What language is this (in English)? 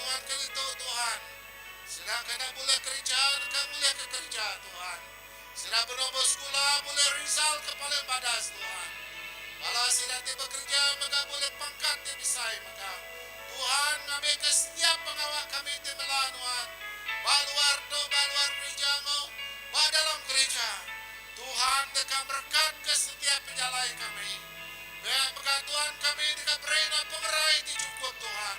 Iban